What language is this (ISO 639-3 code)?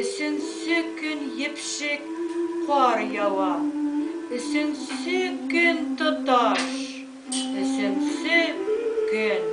bak